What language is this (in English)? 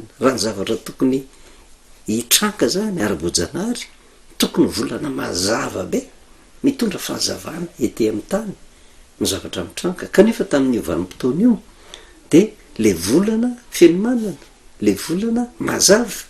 Malagasy